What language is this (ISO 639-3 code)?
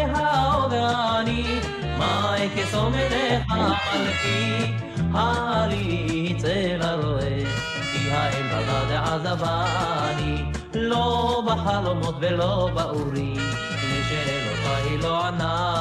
heb